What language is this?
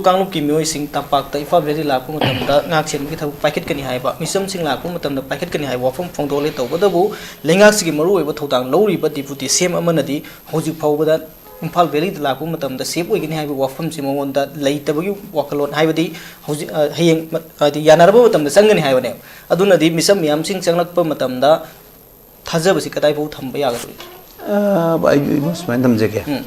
Manipuri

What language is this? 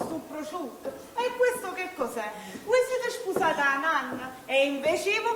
Neapolitan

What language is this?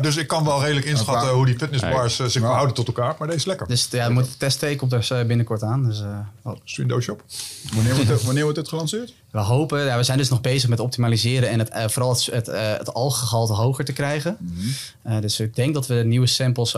Dutch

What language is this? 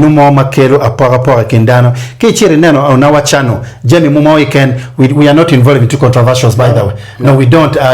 Acoli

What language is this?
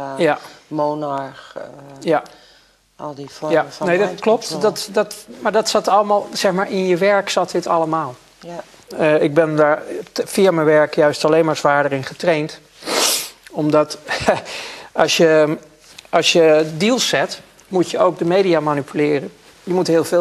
Dutch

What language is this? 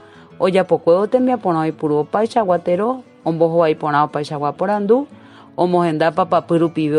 Guarani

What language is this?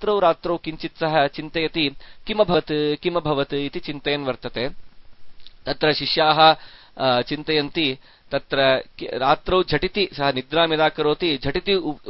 Sanskrit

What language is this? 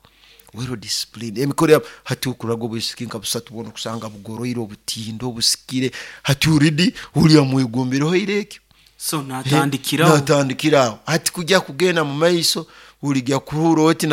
Nyoro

